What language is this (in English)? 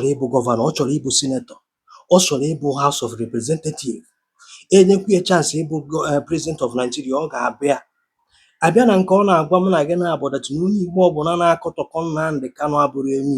Igbo